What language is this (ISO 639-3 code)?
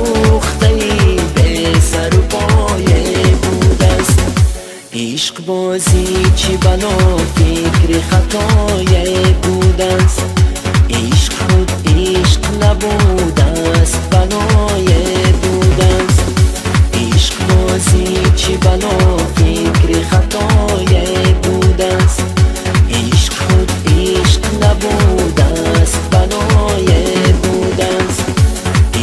tgk